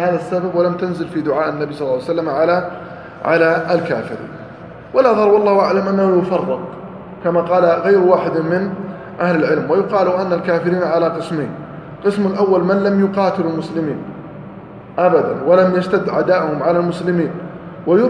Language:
Arabic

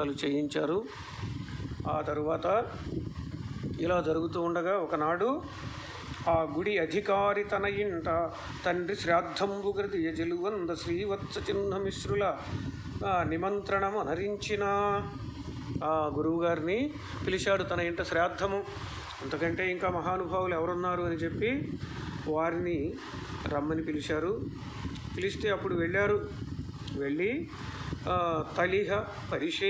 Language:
Telugu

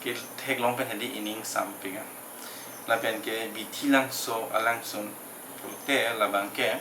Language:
Karbi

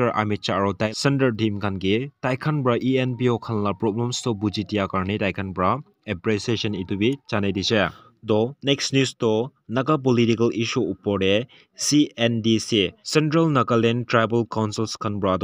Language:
Naga Pidgin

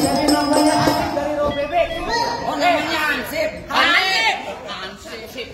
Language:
Betawi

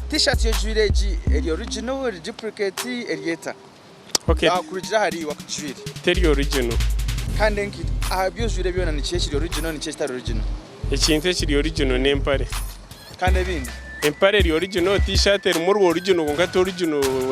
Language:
Nyankole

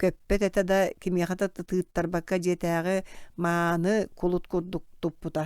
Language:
Yakut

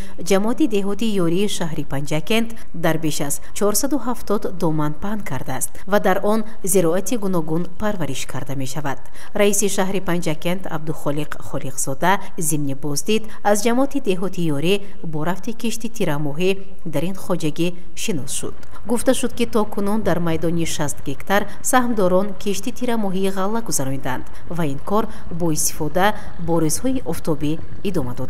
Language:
Tajik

